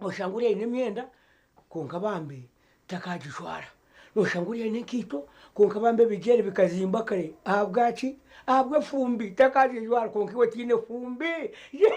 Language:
Nyankole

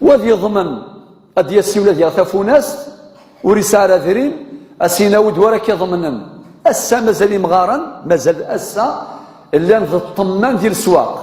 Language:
Kabyle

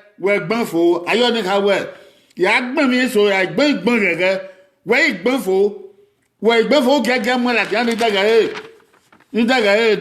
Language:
Bini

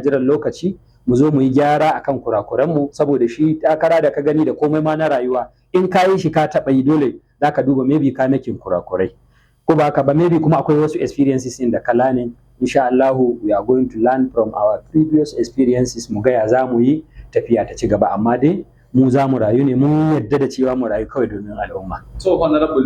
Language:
Hausa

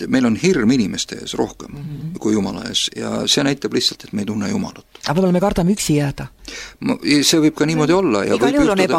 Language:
Estonian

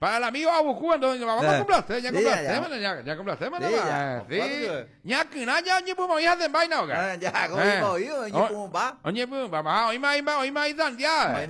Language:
Guarani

